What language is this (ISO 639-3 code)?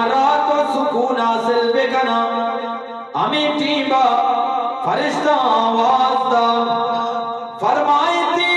bgp